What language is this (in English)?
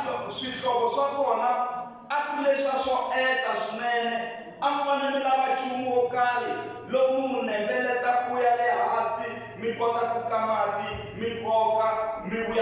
Tsonga